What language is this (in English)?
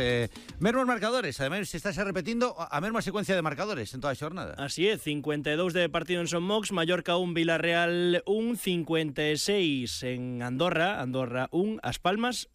Galician